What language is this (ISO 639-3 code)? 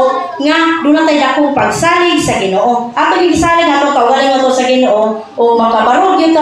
ceb